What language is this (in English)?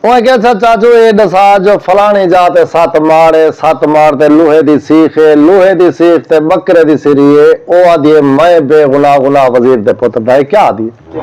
Saraiki